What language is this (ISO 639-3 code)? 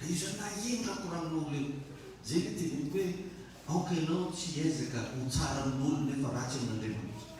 mlg